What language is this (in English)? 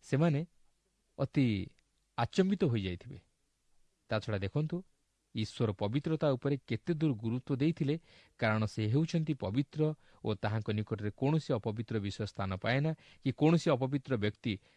Odia